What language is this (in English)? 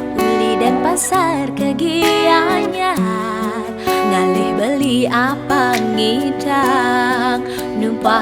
Balinese